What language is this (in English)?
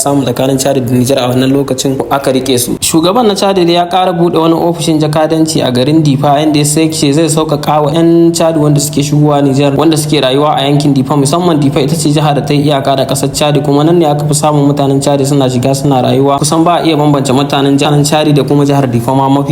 Hausa